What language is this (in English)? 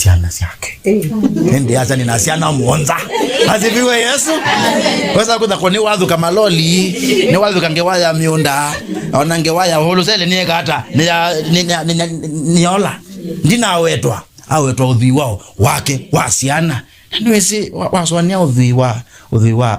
Kamba